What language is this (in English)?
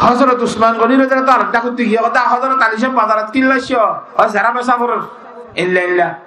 Rohingya